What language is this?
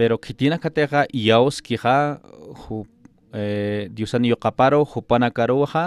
Aymara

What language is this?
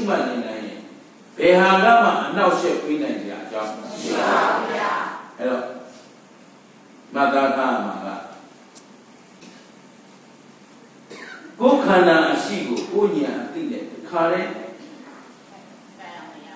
Burmese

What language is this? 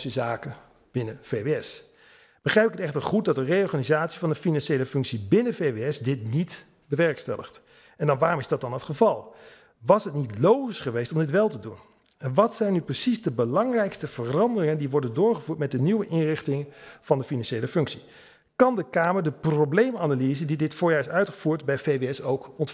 Dutch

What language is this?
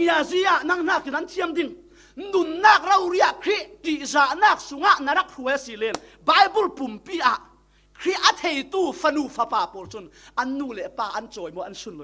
Falam Chin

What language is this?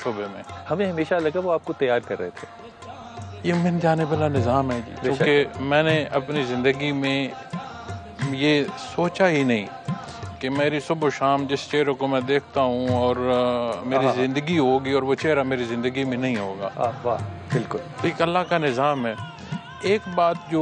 Urdu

